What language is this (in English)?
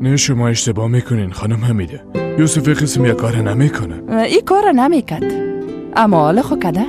Persian